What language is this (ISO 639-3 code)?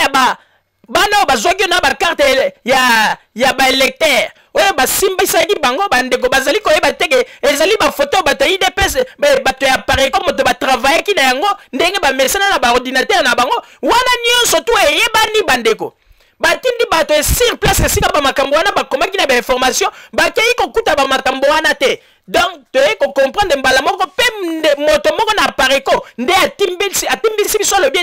lin